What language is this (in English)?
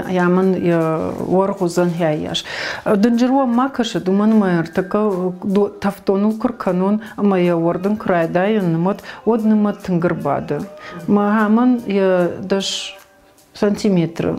Ossetic